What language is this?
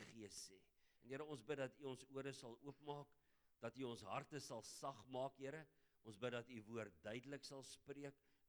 Afrikaans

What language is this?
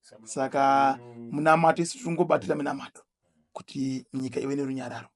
Shona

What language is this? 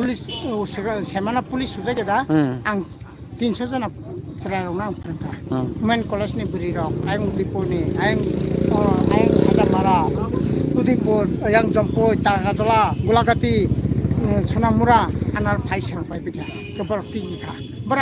Kok Borok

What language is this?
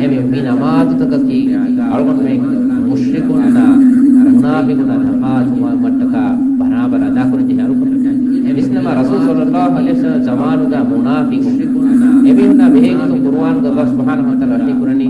Divehi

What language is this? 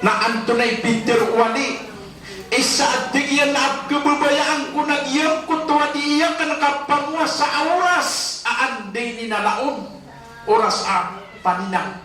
Maranao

